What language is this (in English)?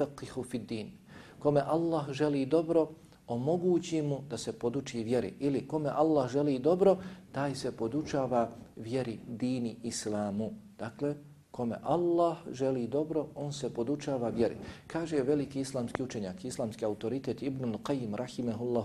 Bosnian